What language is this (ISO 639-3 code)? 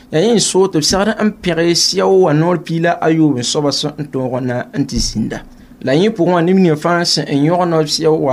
mos